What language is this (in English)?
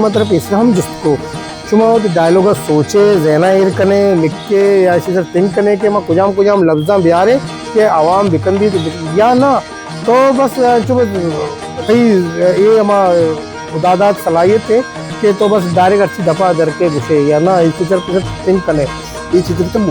Baluchi